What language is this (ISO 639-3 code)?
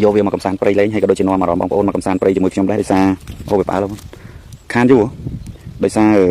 khm